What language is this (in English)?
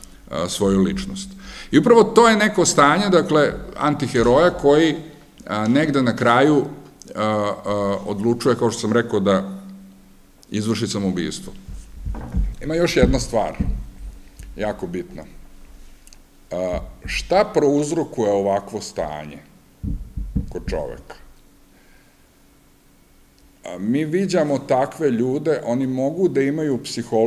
Serbian